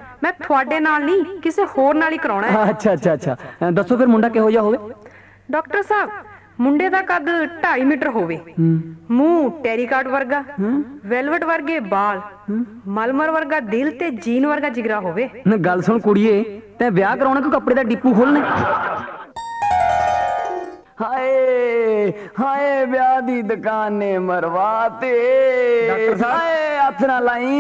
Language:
Punjabi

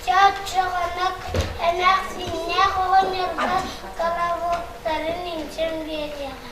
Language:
Yakut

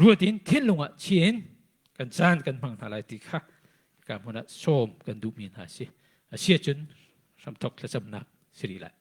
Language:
Hakha Chin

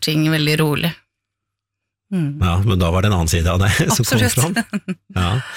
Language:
Norwegian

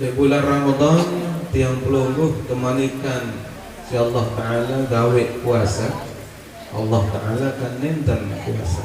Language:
Sasak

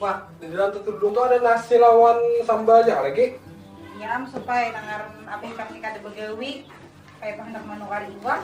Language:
Banjar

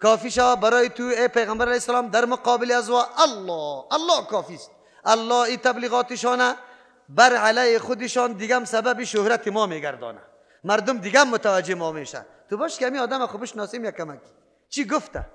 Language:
Persian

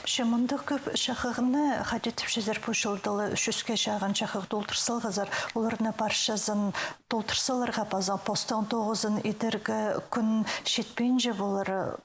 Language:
Khakas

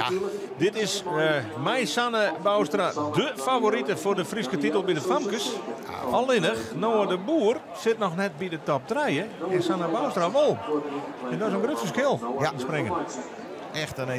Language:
Western Frisian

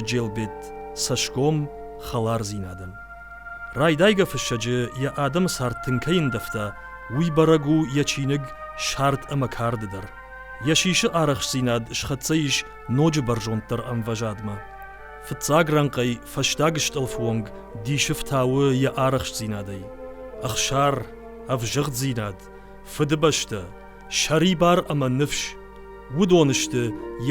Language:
Ossetic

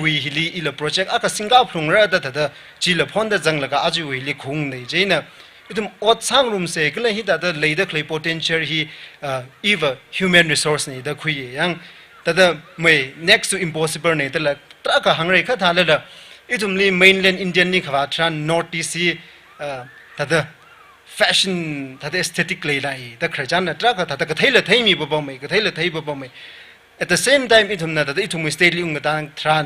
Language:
Tangkhul Naga (India)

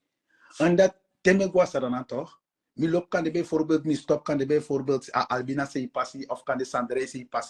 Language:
Sranan Tongo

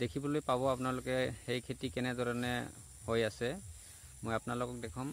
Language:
Assamese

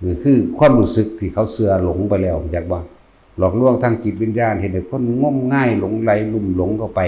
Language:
Lao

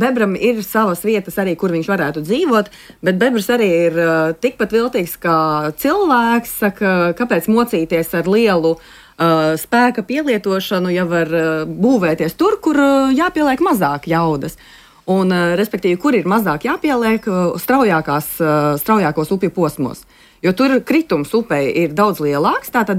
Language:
Latvian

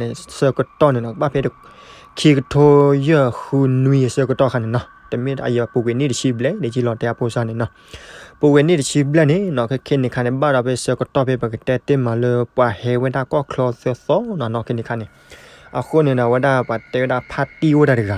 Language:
S'gaw Karen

